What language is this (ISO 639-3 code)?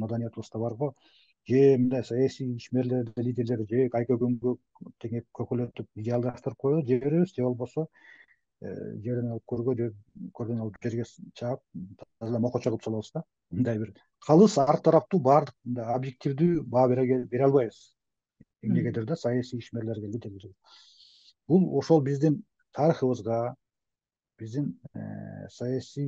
kir